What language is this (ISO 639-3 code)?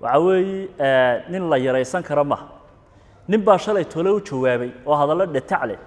som